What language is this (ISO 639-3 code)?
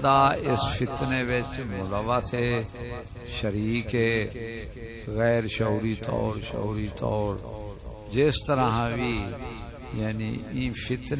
skr